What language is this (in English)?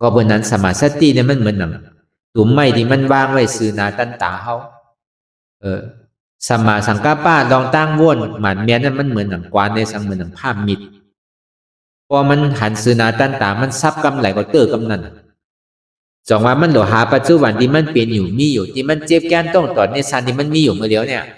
Shan